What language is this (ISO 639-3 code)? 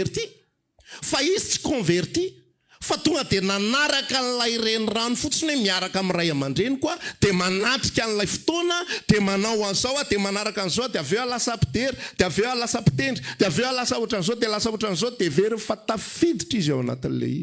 mlg